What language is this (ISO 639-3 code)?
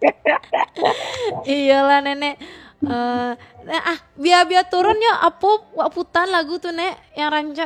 min